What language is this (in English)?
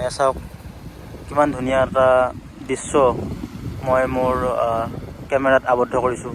Assamese